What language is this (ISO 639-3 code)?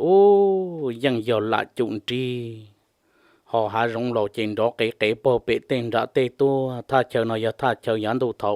hmn